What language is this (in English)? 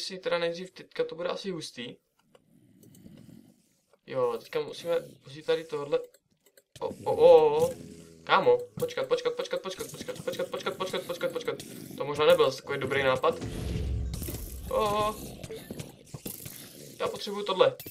Czech